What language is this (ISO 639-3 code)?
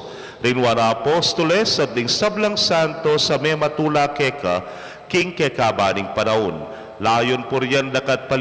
pam